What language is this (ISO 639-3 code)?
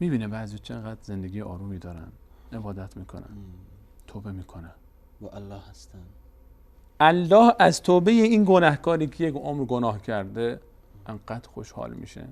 fas